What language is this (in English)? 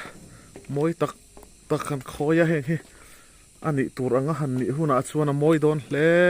Mizo